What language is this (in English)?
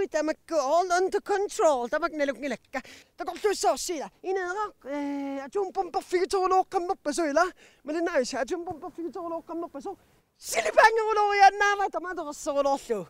Kalaallisut